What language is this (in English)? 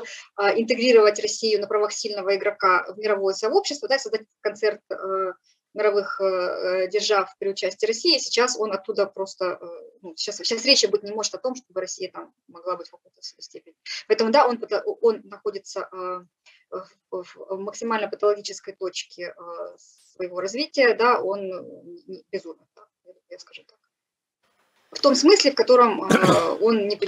Russian